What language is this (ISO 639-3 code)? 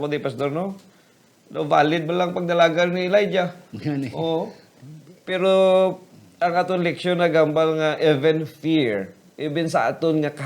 hil